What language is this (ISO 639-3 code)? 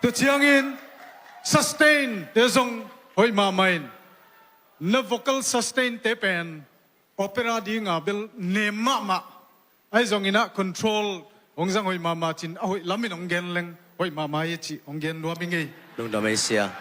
ctd